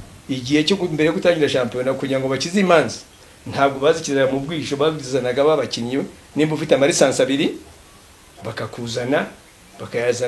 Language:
Kinyarwanda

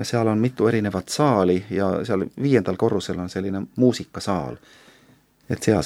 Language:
Estonian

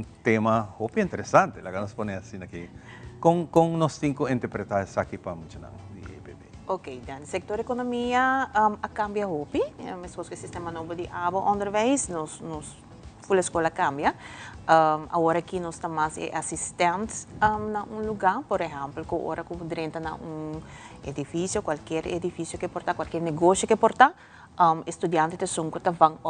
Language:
Papiamento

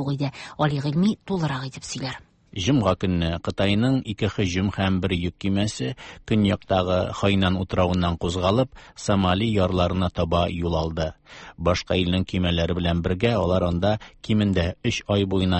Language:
Tatar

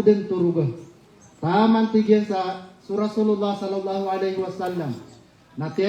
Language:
Maranao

